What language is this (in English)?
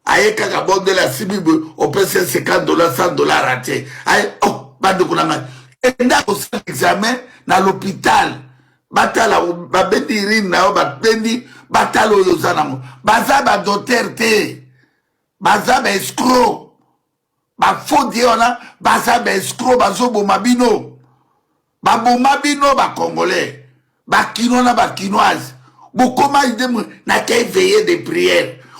Lingala